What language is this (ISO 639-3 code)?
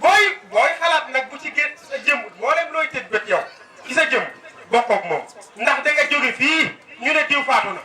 wol